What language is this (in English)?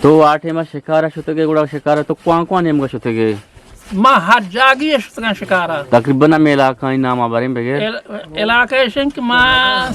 Eastern Balochi